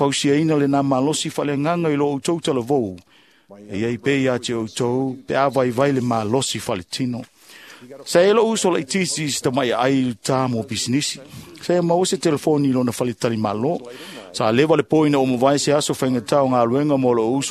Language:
Samoan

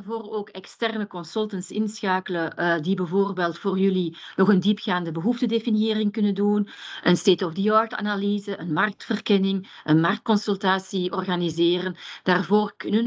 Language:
Dutch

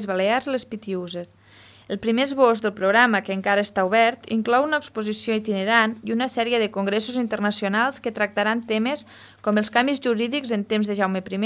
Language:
Catalan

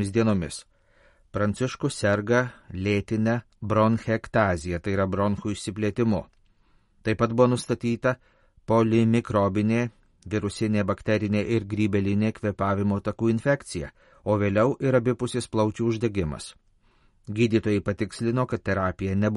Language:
Lithuanian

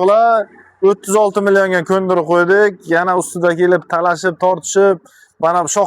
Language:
Uzbek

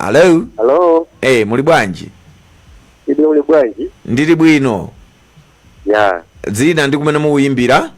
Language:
Nyanja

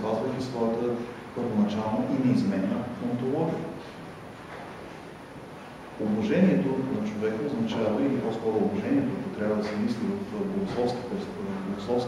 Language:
Bulgarian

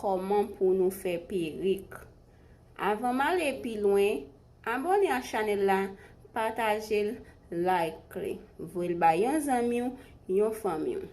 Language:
Haitian Creole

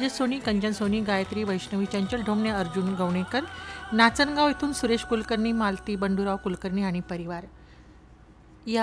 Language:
Marathi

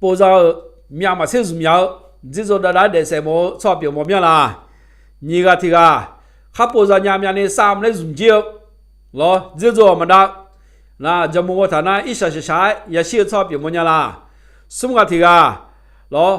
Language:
Akha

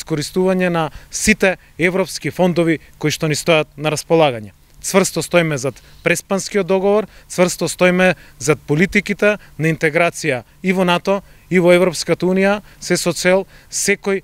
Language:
Macedonian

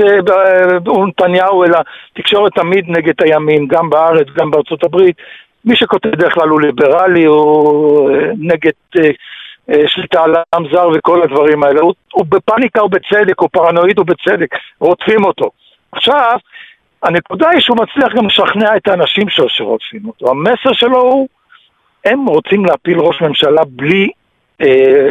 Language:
Hebrew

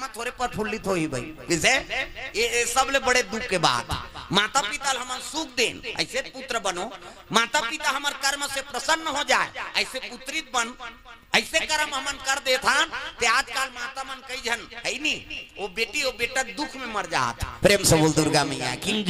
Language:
Chhattisgarhi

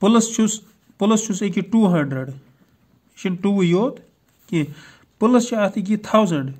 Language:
Kashmiri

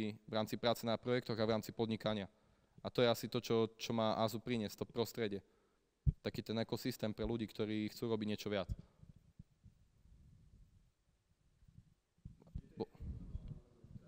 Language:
Slovak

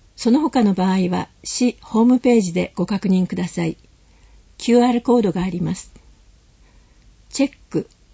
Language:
Japanese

